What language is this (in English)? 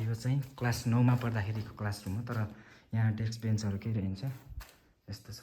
Nepali